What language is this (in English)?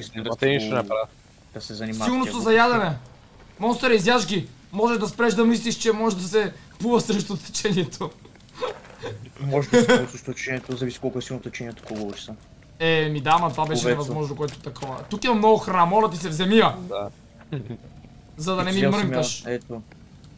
Bulgarian